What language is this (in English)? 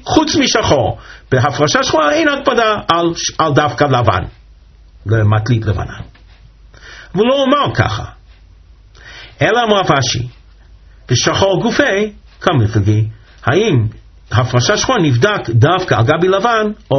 Hebrew